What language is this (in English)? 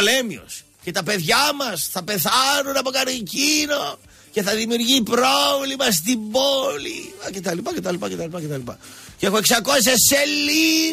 Greek